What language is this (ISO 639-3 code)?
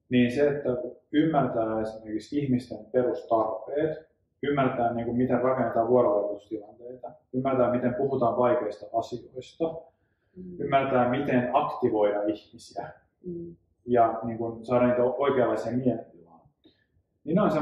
fin